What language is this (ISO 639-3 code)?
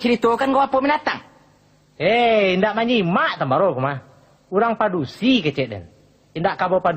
min